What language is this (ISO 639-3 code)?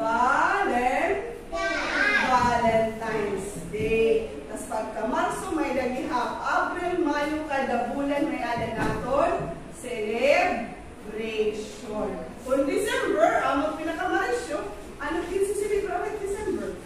war